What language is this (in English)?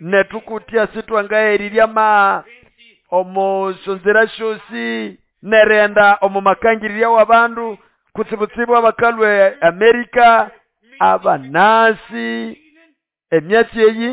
Nande